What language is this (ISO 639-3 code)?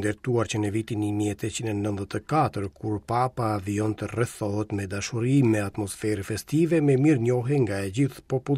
sqi